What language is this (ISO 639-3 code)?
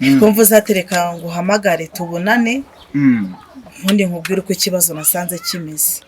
kin